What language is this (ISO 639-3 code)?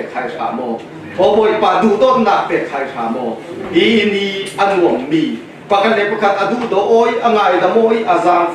cfm